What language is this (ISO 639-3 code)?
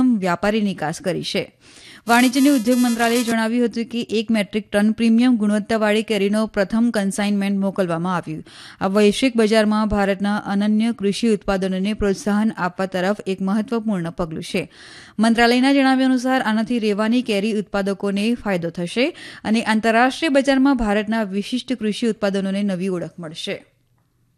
guj